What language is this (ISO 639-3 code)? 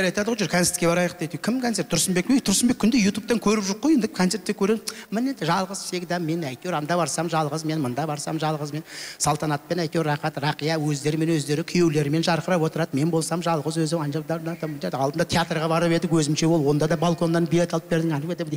kaz